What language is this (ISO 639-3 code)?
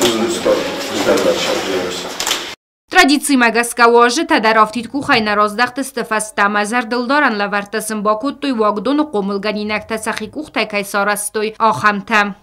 oss